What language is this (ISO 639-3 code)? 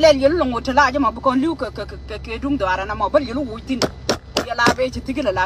nus